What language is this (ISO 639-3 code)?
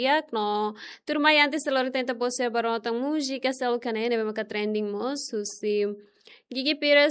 tet